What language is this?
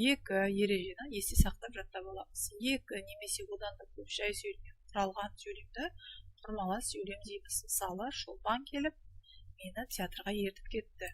Kazakh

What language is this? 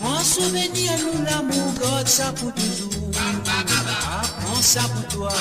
Morisyen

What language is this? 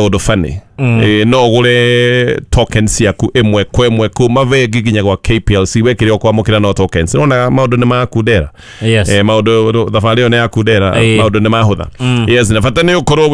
Kikuyu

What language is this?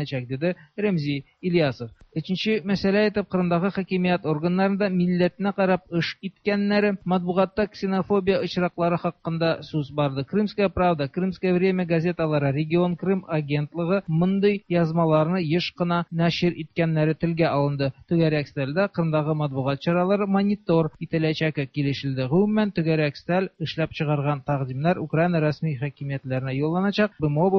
Tatar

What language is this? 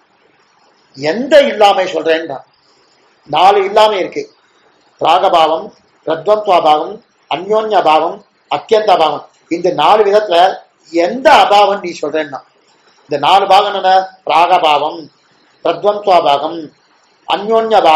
Tamil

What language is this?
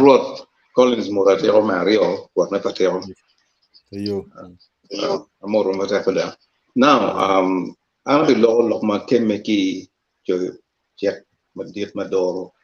Acoli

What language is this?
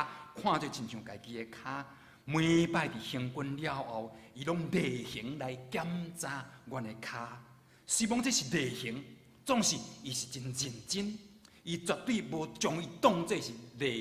Min Nan Chinese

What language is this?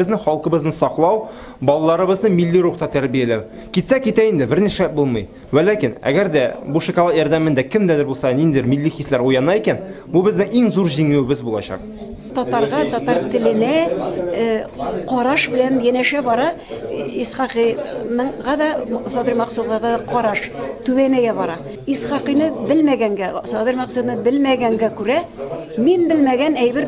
Tatar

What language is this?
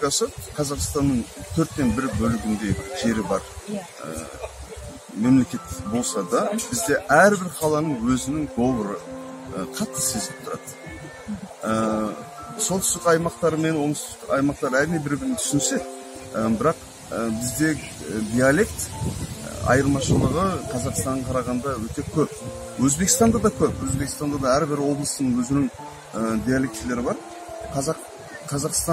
Kazakh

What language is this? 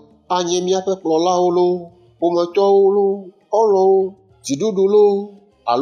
Ewe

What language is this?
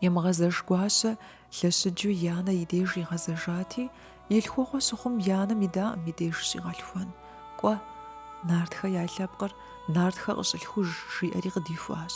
Kabardian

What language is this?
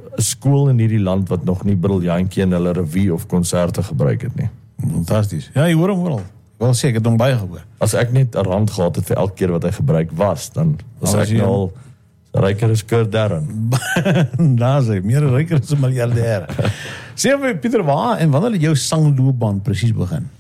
Afrikaans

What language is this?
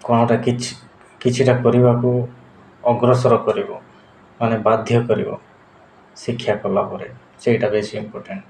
Odia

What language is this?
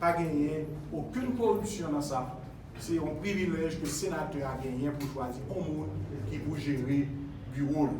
Haitian Creole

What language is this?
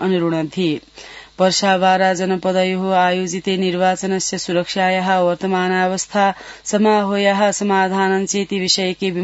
Sanskrit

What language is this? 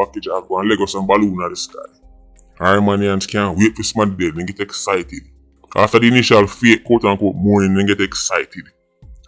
Jamaican Creole English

